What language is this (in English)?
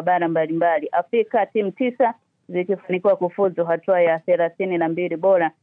Swahili